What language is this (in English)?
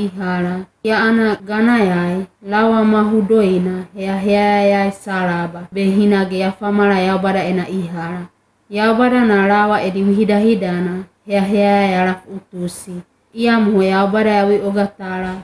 Wagawaga